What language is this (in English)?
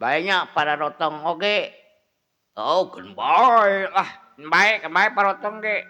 Sundanese